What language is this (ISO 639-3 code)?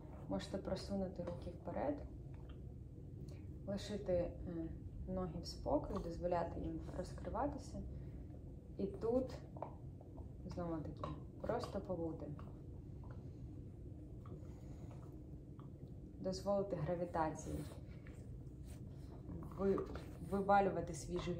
ukr